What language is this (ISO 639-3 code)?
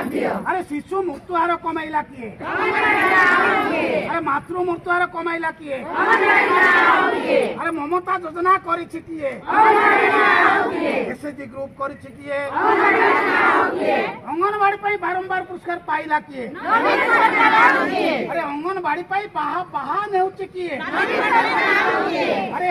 ori